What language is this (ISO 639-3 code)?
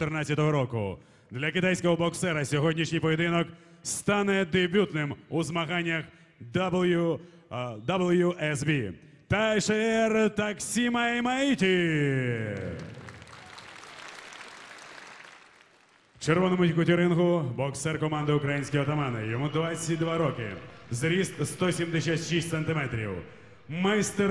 ukr